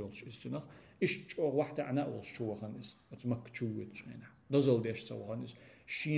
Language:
Chechen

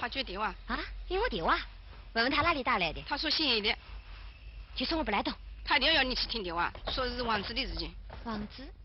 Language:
Wu Chinese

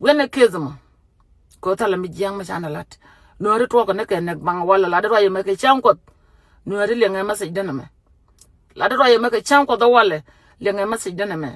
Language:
Nuer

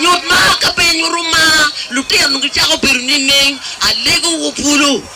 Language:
Acoli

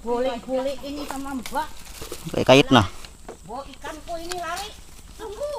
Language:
Banjar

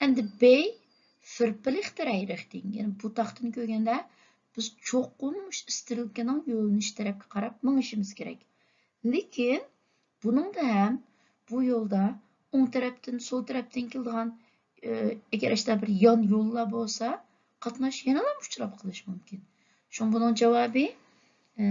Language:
Uyghur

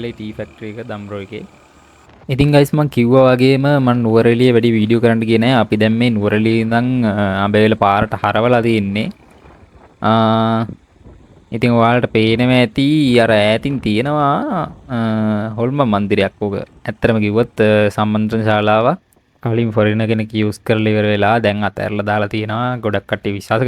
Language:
Sinhala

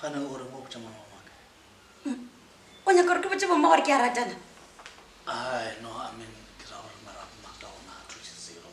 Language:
Northern Sotho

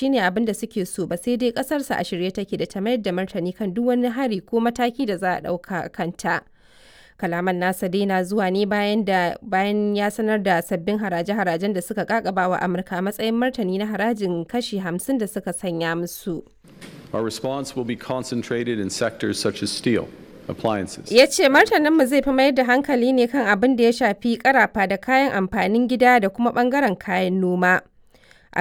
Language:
Hausa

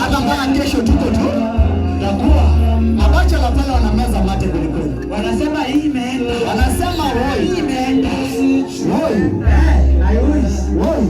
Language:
Masai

